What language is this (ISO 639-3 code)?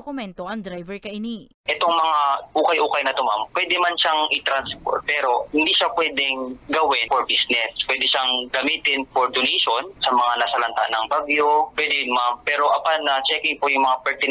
bik